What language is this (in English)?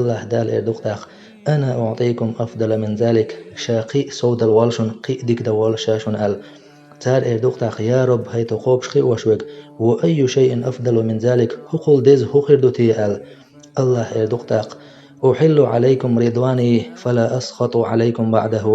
Chechen